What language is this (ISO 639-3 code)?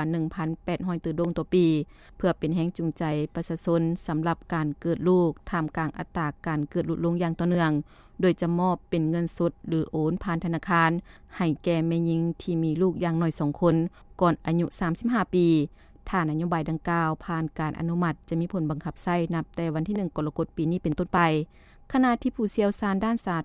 lao